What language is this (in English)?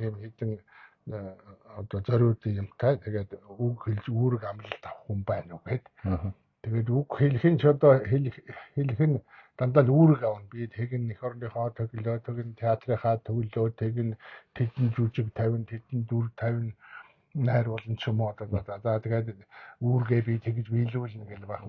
Mongolian